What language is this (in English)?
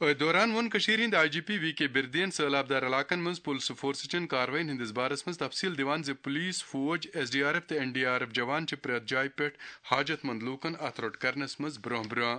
Kashmiri